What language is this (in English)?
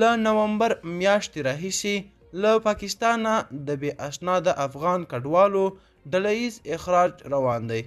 Pashto